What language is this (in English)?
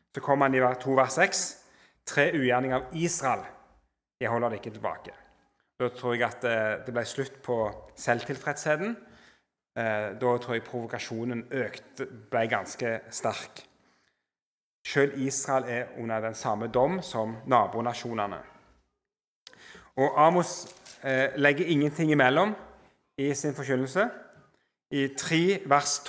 Norwegian